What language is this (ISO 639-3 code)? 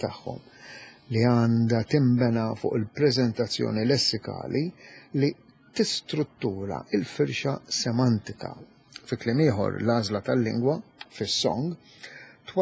mlt